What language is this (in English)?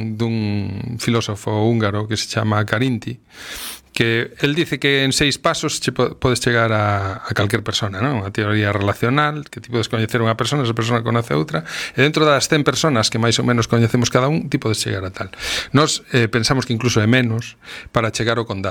Galician